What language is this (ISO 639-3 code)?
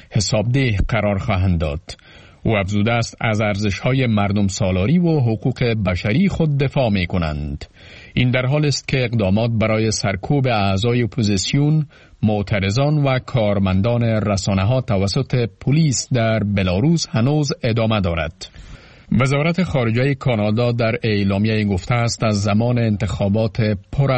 fas